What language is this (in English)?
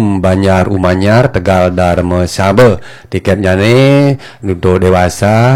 Balinese